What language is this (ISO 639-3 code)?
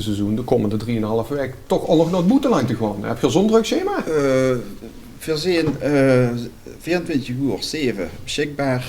lim